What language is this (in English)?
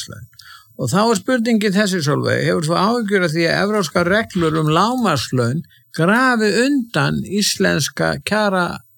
Icelandic